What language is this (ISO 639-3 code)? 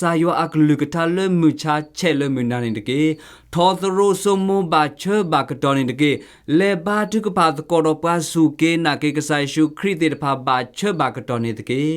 ksw